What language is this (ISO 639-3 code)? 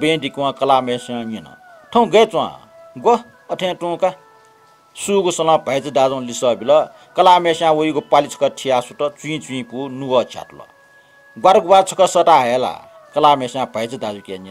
new